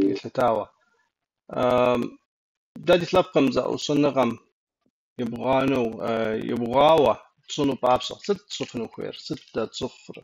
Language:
Kabardian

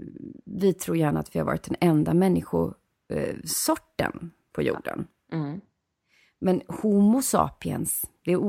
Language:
Swedish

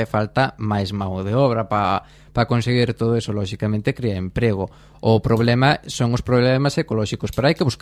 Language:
Galician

